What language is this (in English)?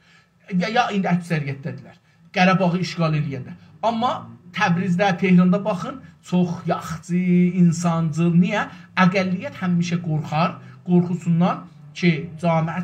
South Azerbaijani